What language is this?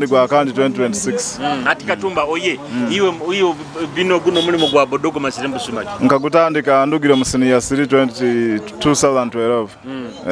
Nyoro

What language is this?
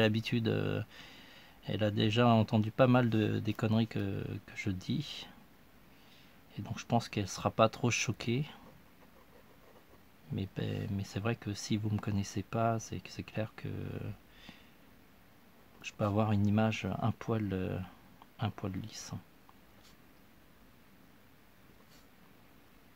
French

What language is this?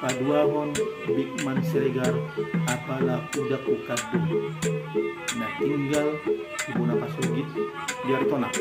Batak Toba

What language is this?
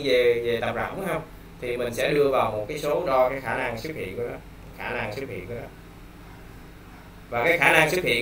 Vietnamese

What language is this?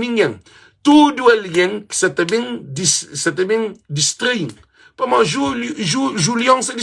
Kabuverdianu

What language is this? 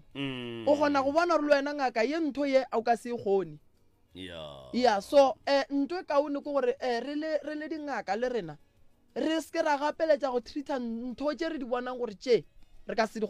Northern Sotho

